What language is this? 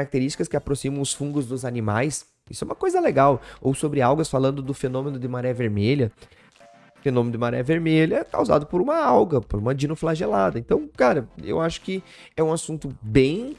Portuguese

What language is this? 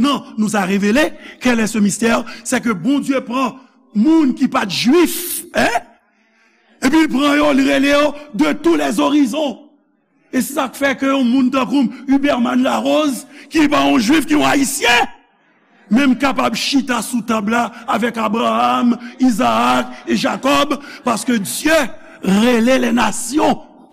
Haitian Creole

